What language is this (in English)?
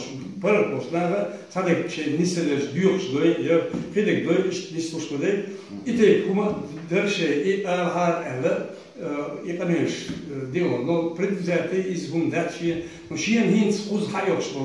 Chechen